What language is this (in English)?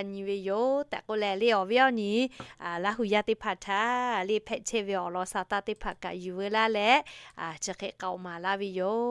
Lahu